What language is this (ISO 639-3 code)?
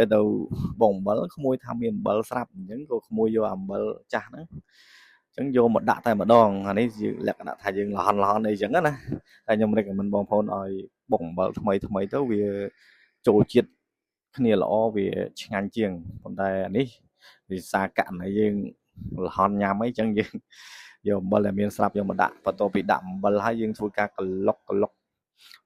khm